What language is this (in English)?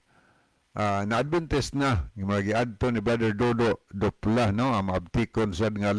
Cebuano